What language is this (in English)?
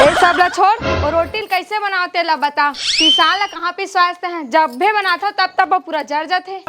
Chhattisgarhi